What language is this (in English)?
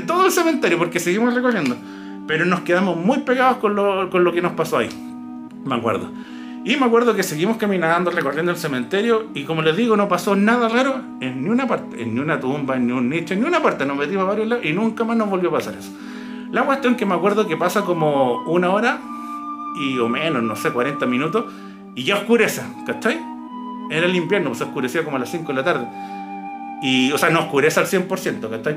Spanish